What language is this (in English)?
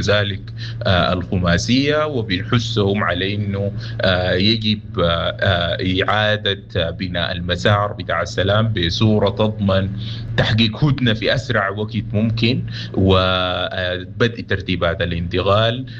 Sudanese Arabic